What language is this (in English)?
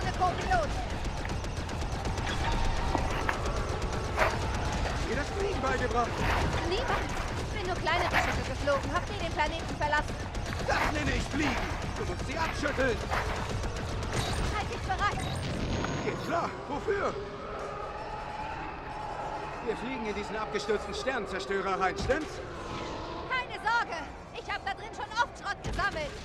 German